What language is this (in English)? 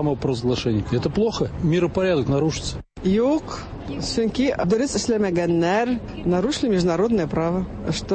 Tatar